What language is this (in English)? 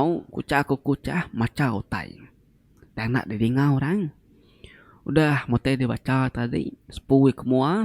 Iban